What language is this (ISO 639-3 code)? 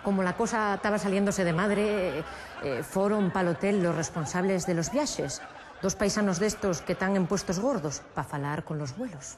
ast